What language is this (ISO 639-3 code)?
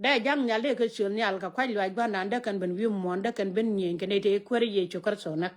nus